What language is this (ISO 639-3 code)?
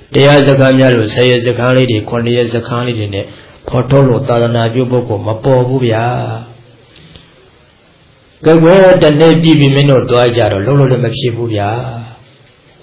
mya